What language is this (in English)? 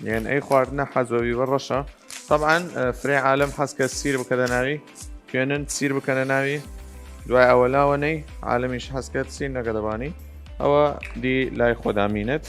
Southern Kurdish